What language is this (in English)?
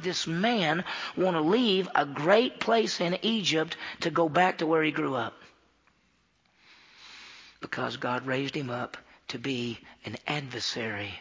English